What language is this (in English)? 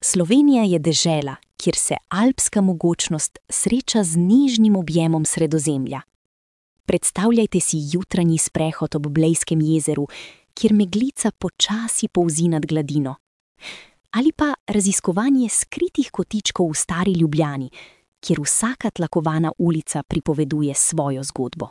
Slovenian